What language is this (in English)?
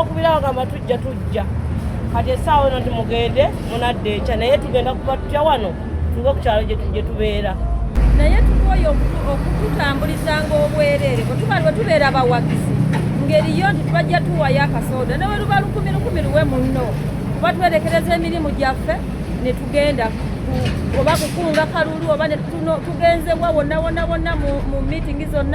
Ganda